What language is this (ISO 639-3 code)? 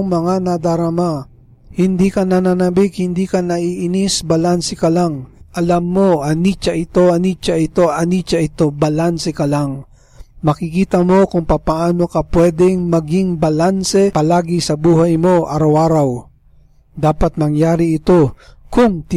fil